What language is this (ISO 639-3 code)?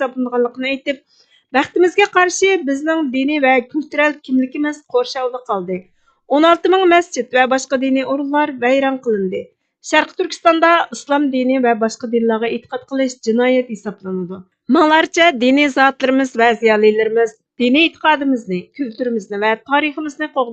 uig